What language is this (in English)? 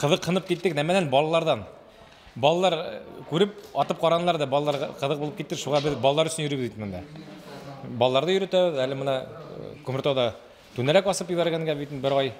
Bashkir